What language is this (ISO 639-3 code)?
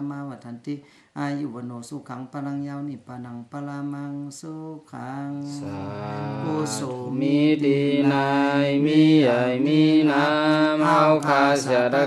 shn